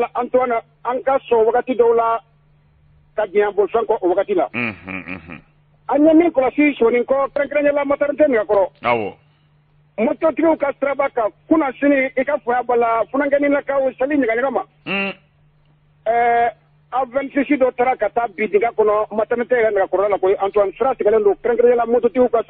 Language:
Bambara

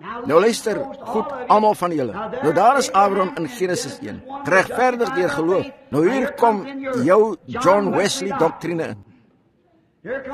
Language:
Afrikaans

